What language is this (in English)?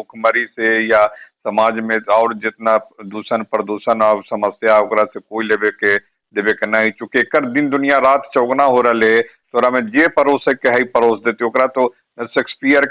Magahi